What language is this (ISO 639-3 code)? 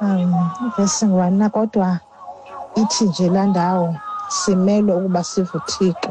xho